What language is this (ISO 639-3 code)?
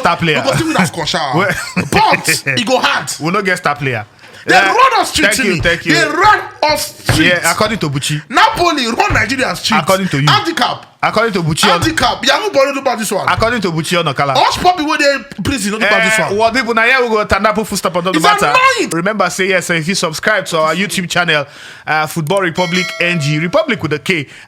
pcm